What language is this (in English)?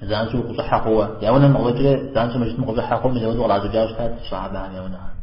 Kabardian